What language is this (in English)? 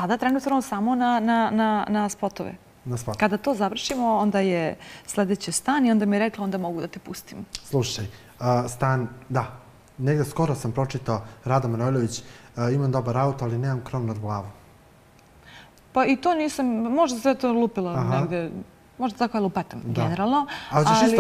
Bosnian